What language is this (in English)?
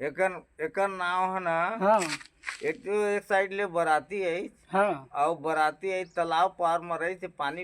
Chhattisgarhi